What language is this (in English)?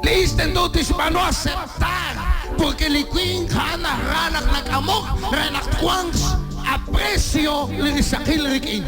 Kekchí